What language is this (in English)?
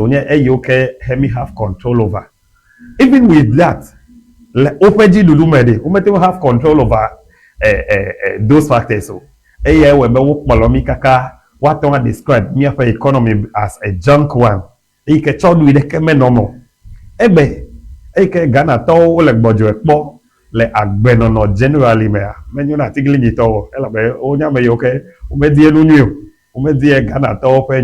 Ewe